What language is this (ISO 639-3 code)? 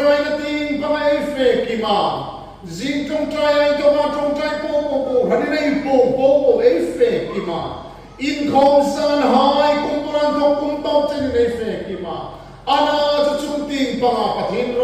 hmr